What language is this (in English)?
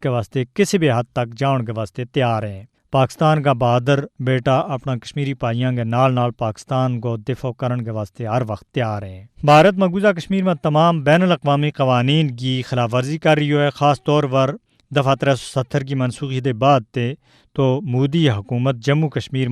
Gujari